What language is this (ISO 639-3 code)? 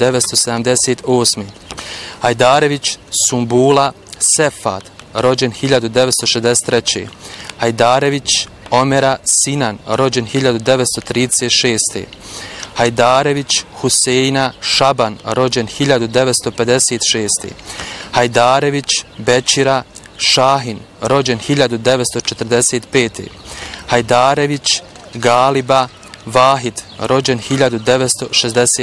bos